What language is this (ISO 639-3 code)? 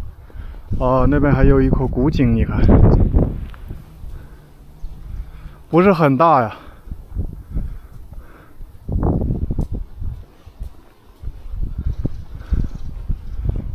zho